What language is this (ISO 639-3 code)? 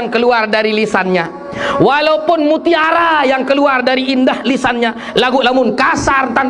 sas